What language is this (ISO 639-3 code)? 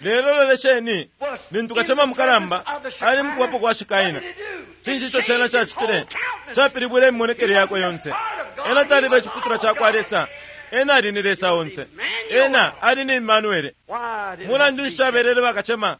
bem